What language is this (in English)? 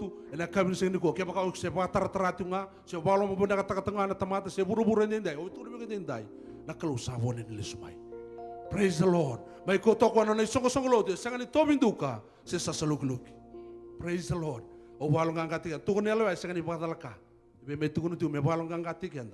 Fijian